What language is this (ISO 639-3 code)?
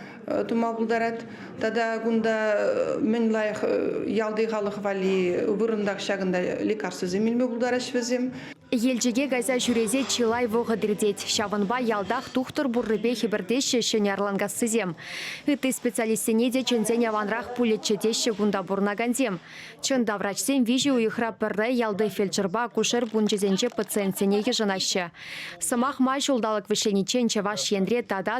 chv